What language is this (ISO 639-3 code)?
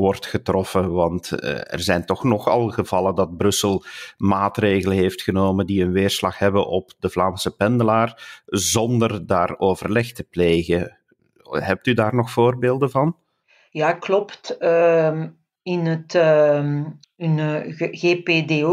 nld